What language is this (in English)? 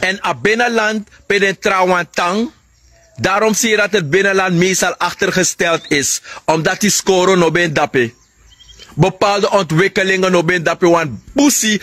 Sranan Tongo